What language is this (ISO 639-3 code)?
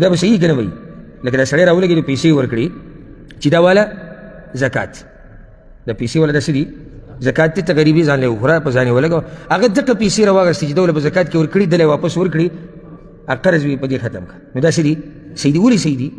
pus